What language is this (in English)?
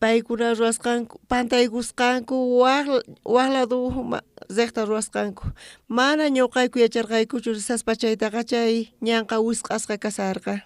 South Bolivian Quechua